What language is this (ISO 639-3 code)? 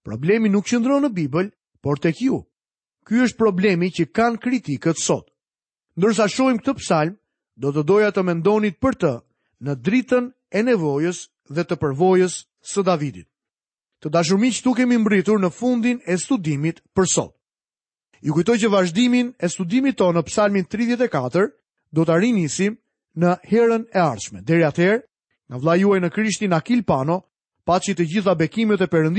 sqi